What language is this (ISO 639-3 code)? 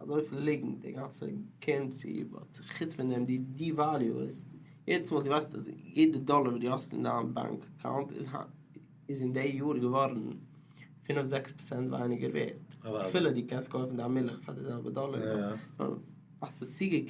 yid